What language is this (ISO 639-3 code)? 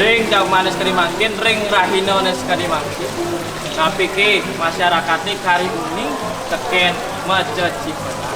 ban